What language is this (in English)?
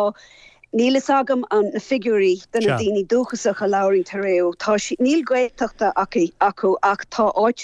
Irish